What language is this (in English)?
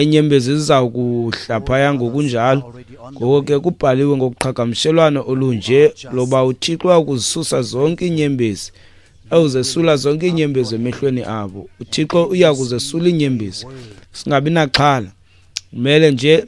Xhosa